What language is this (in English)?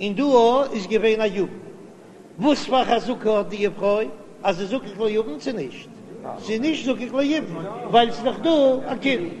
Yiddish